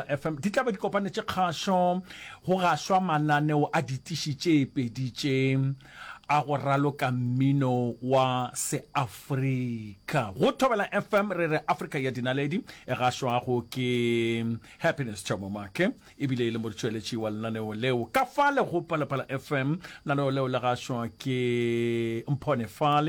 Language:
Northern Sotho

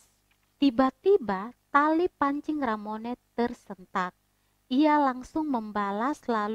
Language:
Indonesian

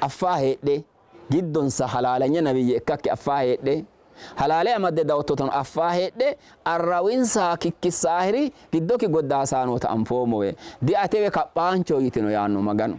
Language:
Sidamo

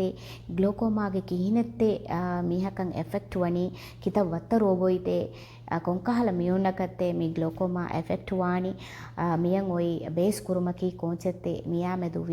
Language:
Divehi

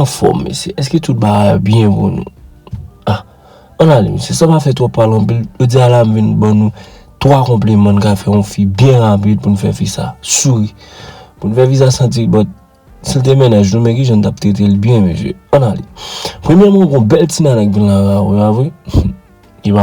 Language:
Haitian Creole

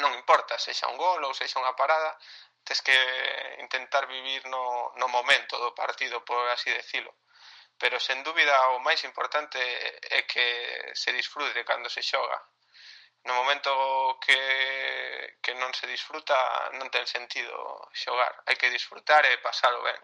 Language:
Galician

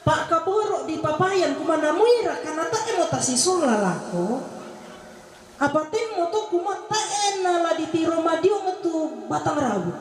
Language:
Toraja-Sa'dan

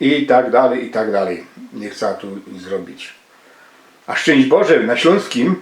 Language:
Silesian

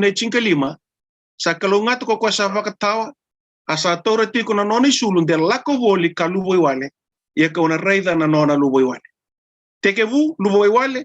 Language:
Fijian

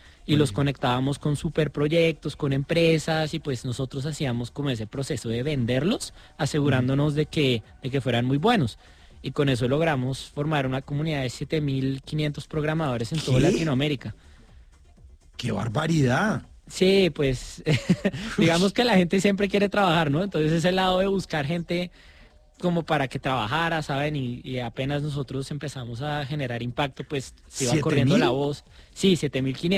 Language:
Spanish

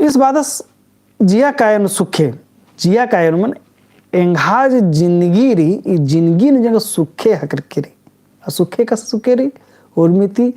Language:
Kurukh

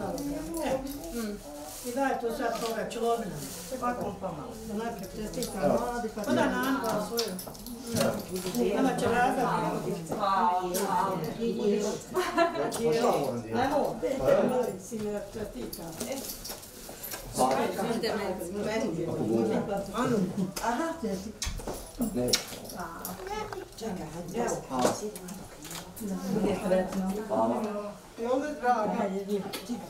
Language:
Croatian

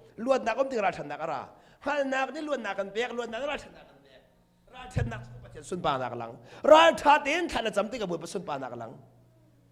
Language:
Hakha Chin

